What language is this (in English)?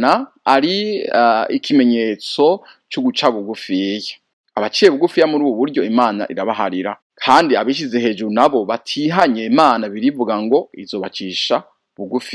Rundi